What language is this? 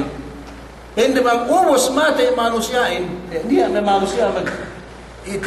Yakan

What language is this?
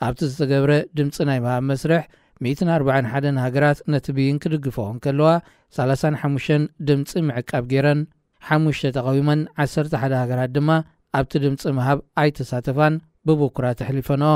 Tigrinya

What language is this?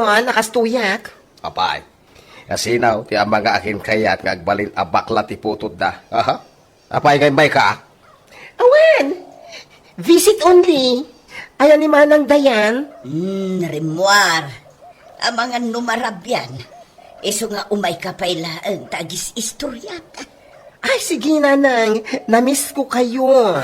Iloko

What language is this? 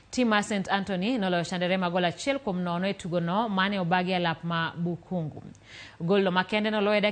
Luo (Kenya and Tanzania)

